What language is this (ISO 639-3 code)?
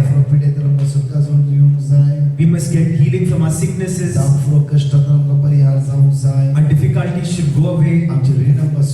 kok